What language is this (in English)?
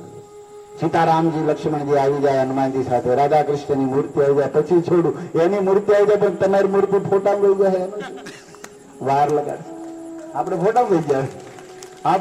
Gujarati